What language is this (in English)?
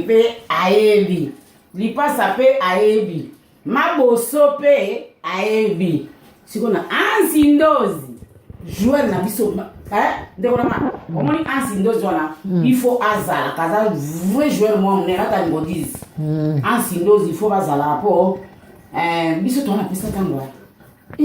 Lingala